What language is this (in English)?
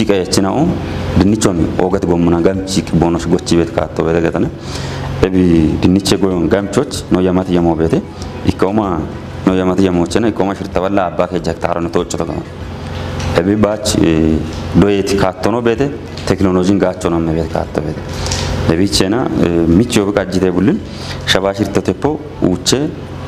Kafa